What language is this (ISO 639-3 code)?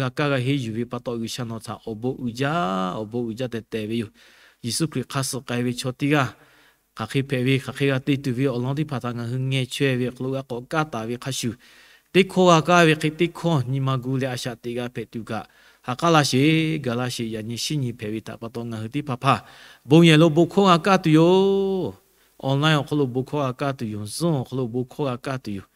lhu